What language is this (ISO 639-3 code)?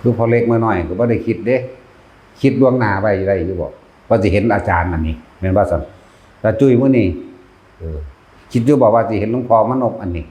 tts